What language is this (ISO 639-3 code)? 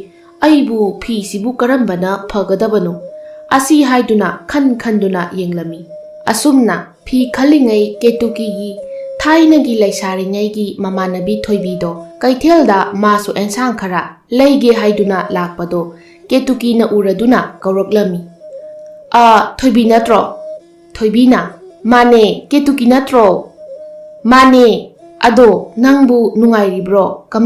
mni